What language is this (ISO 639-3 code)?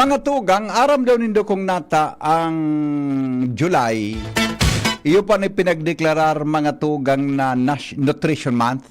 bik